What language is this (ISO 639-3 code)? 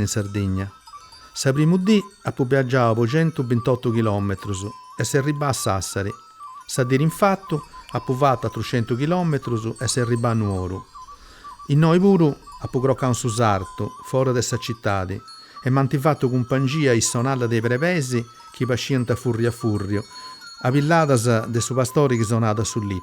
srd